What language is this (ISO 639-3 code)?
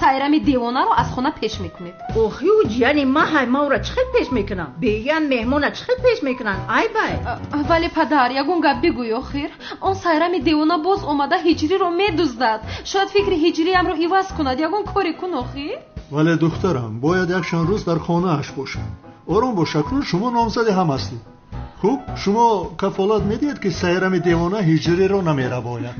tgk